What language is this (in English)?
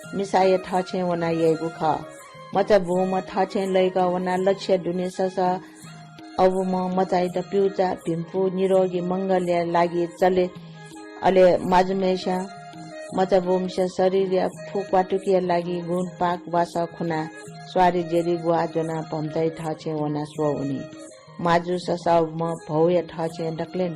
Newari